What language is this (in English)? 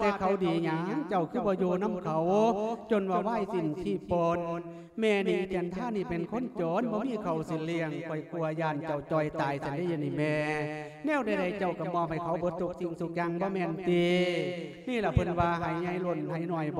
Lao